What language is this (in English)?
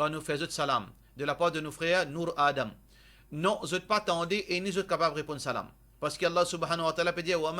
Morisyen